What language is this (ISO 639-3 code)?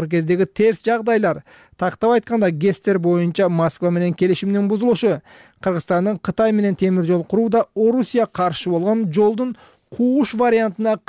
kir